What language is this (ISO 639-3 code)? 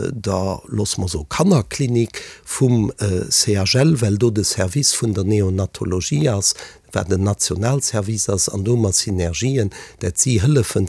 ltz